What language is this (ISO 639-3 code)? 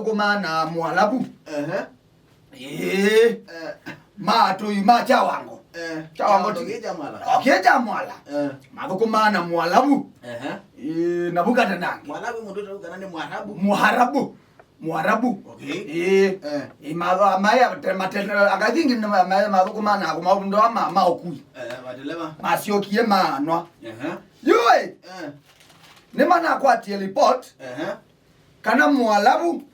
kam